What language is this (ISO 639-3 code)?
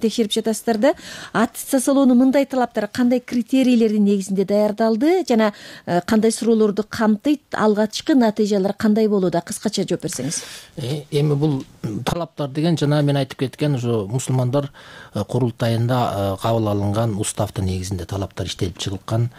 kir